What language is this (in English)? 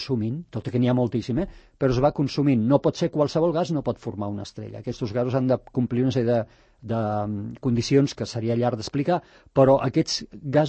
Catalan